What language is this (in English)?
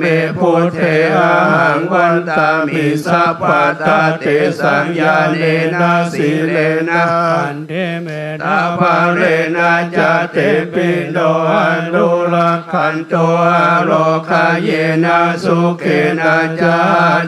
Pali